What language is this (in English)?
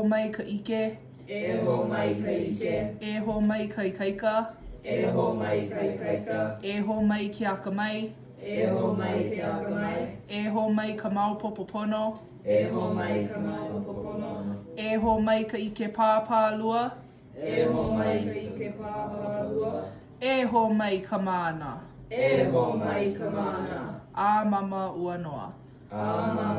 Hawaiian